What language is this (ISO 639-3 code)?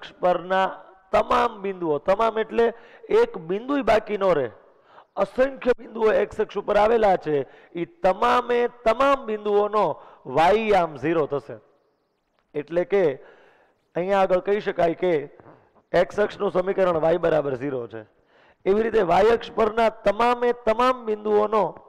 guj